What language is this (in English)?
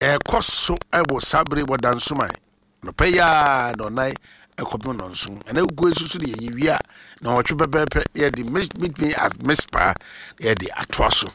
Akan